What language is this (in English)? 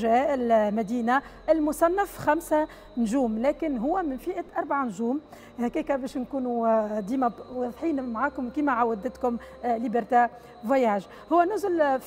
Tunisian Arabic